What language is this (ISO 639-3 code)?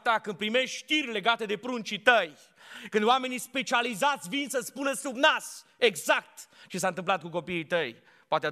ron